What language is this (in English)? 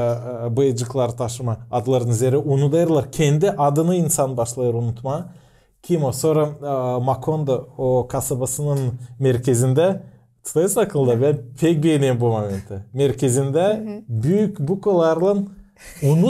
Gagauz